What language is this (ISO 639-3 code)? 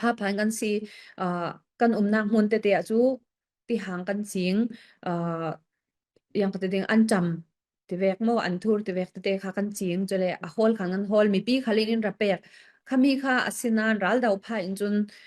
cfm